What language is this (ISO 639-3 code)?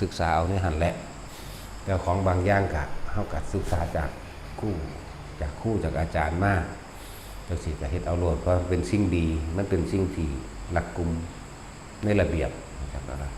tts